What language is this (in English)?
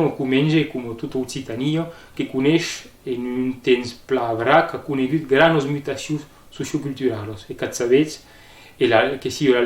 Occitan